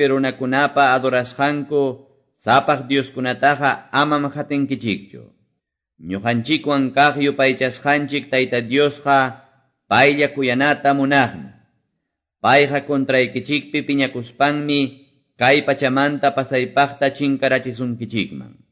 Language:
Quechua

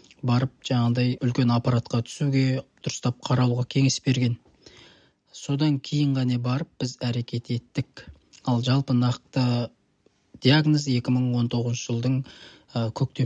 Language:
Kazakh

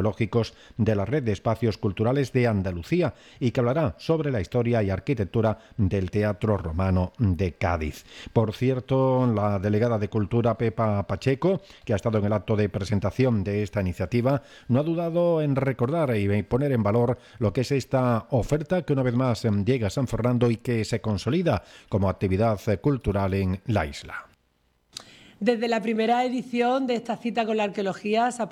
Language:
Spanish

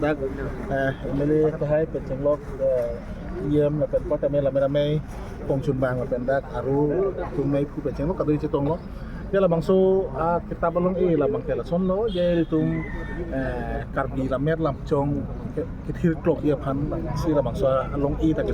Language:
Karbi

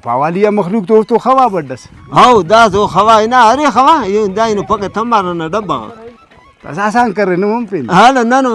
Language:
Brahui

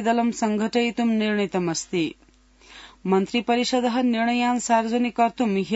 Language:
Sanskrit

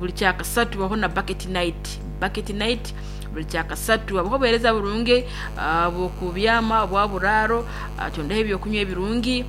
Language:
Nyankole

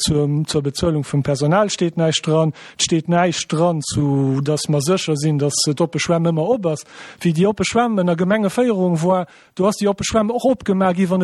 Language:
Luxembourgish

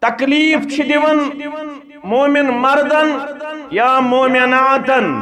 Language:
Kashmiri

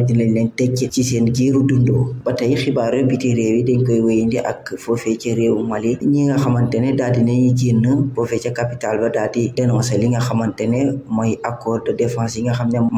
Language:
Wolof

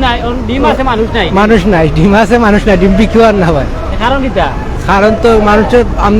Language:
Sylheti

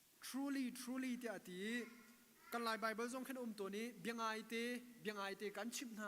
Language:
Hakha Chin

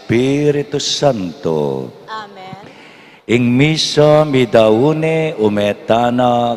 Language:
Pampanga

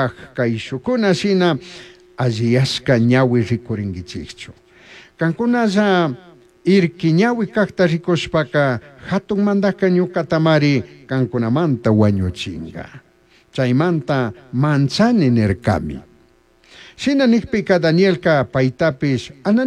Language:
Chimborazo Highland Quichua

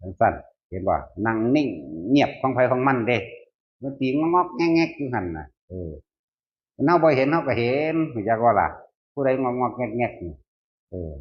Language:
Northeastern Thai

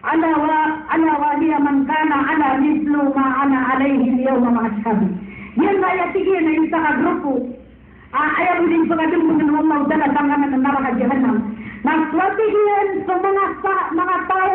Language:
Maranao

